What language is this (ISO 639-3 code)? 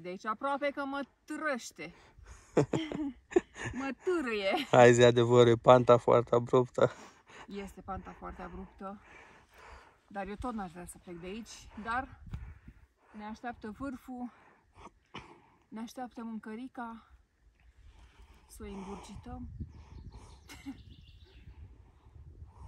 ron